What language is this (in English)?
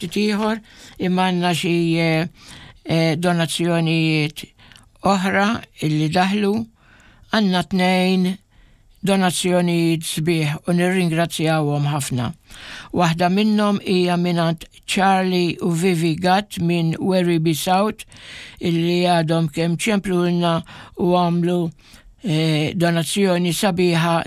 Maltese